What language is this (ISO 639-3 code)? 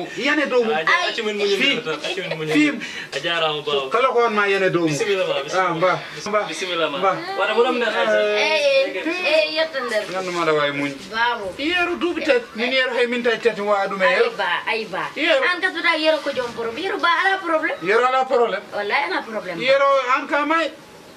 ful